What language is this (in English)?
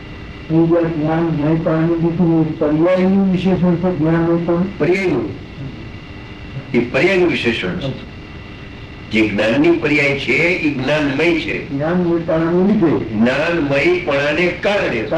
Gujarati